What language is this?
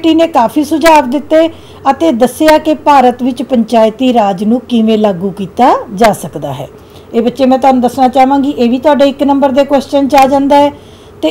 Punjabi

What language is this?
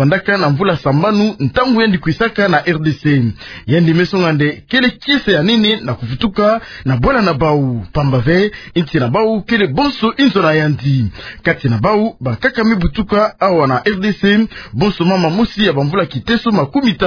Kituba (Democratic Republic of Congo)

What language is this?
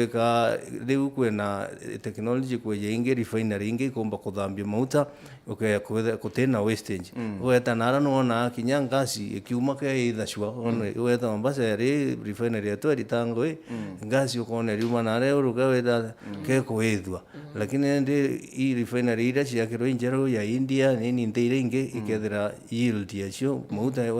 Meru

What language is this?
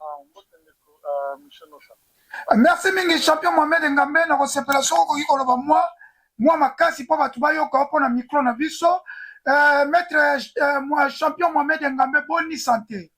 Lingala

